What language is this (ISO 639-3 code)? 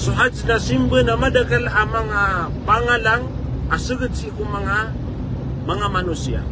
mrw